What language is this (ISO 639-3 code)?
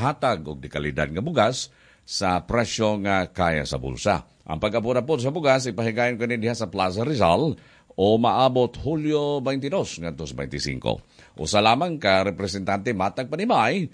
ceb